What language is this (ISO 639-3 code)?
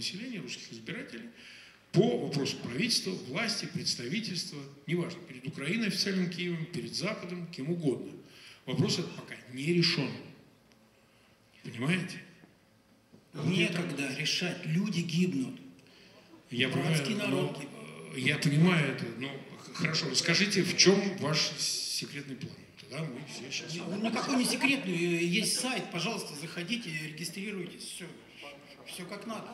rus